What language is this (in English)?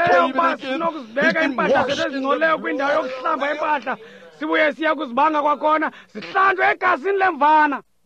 Xhosa